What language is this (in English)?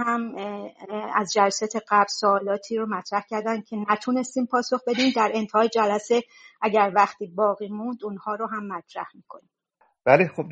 Persian